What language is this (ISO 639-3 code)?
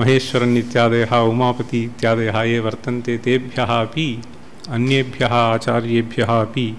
san